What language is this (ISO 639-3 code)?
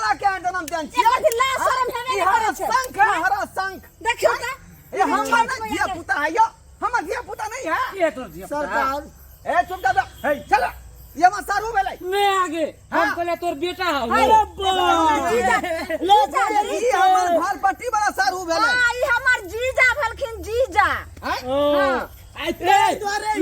mai